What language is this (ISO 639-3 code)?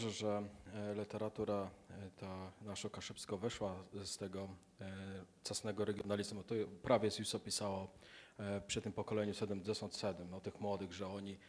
csb